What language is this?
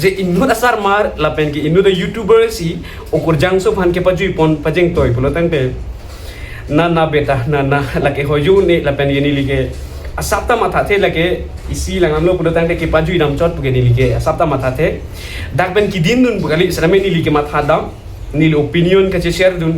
Karbi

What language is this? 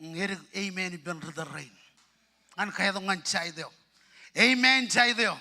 Marshallese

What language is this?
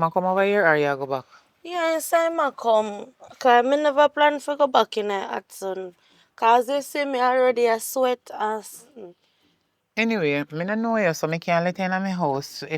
Jamaican Creole English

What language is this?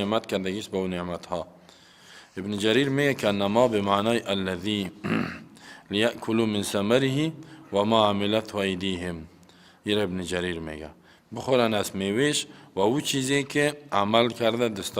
Persian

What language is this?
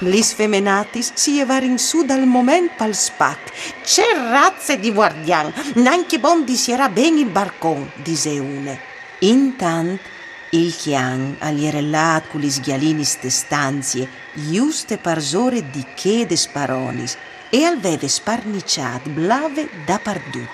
Friulian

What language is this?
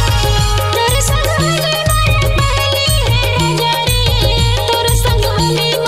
Bhojpuri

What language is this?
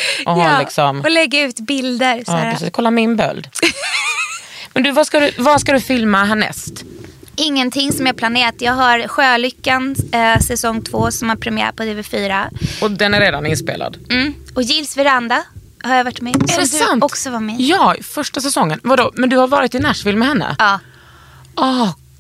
Swedish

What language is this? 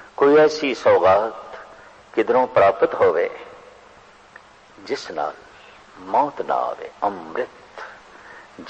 Punjabi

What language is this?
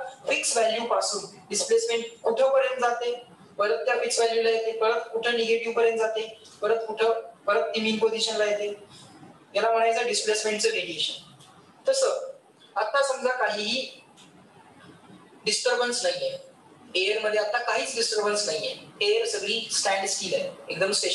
Marathi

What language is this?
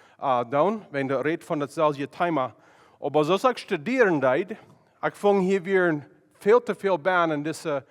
Plautdietsch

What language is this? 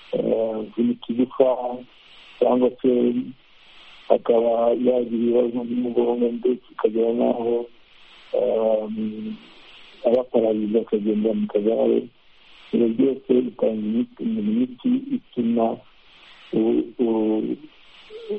Kinyarwanda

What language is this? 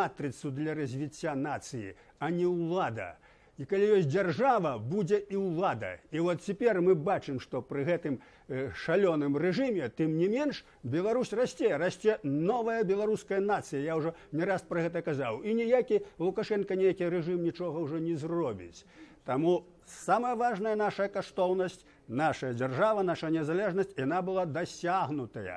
Belarusian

